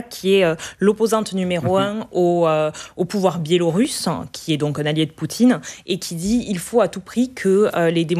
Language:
French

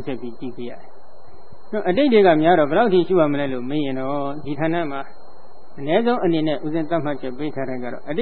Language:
Burmese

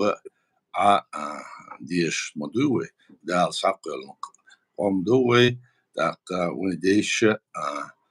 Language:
Chechen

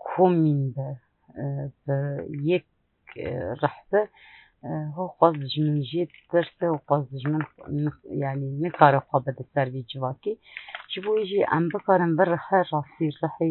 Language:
Kurdish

